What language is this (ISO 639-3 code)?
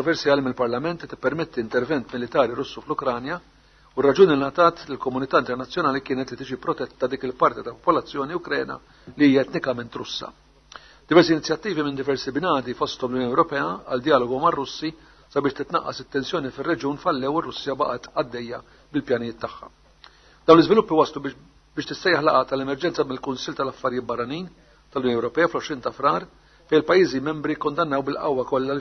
mlt